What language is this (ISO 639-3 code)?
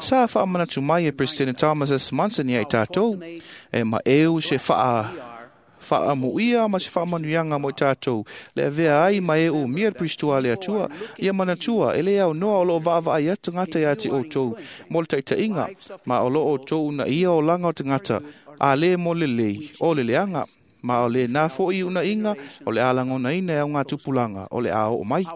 smo